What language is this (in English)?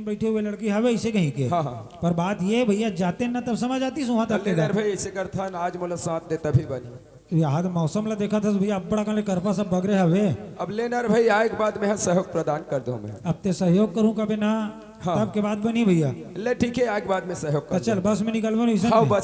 Chhattisgarhi